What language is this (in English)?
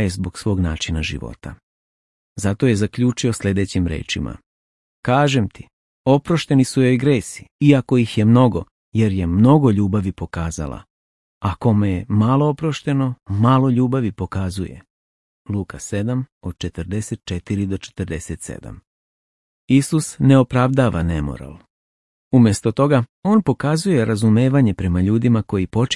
Serbian